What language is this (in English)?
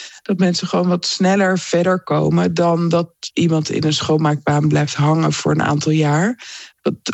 Dutch